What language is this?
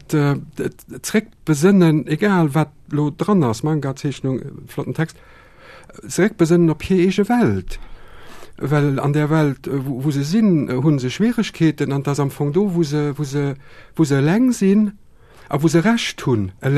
Luxembourgish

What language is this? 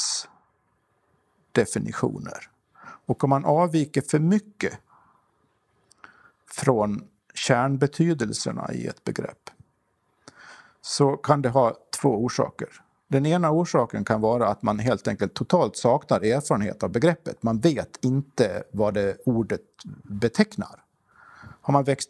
Swedish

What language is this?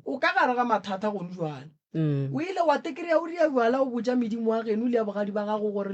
Northern Sotho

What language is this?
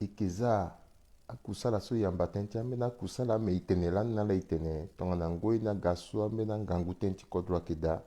Sango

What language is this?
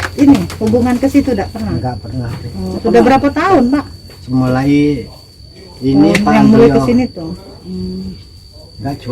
Musi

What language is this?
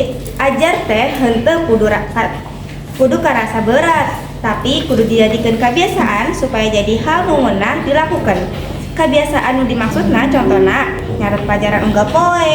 Sundanese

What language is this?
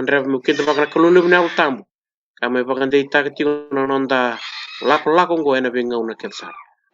Fijian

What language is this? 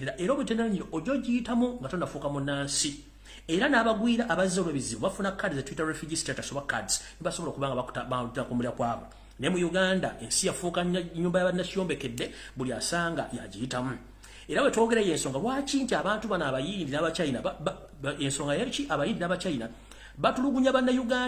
Ganda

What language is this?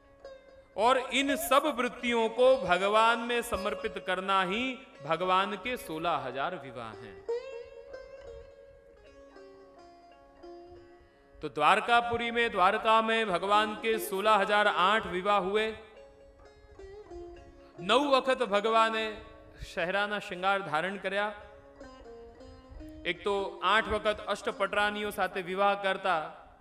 Gujarati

